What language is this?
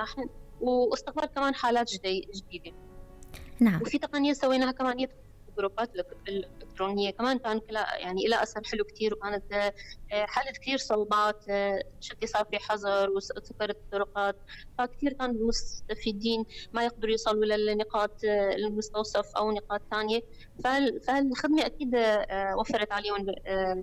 North Levantine Arabic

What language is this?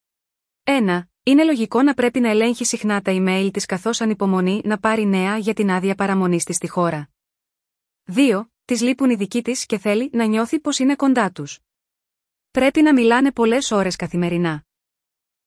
Greek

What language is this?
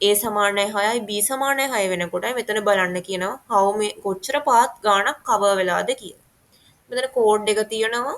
Sinhala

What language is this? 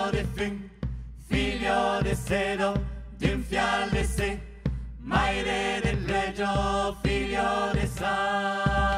Occitan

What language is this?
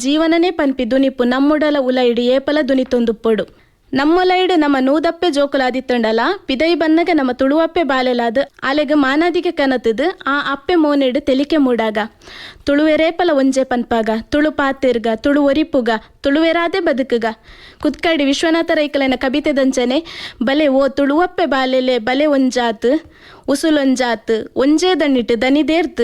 Tulu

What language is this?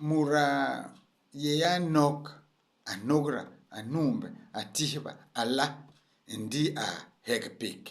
Basaa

